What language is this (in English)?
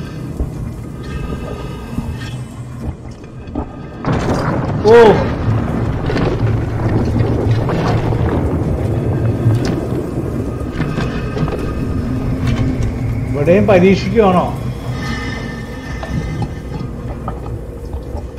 Malayalam